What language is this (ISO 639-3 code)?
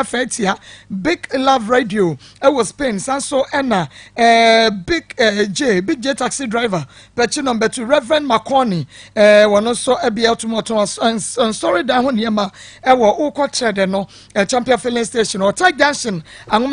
aka